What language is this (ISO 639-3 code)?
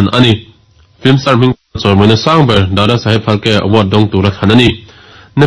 lus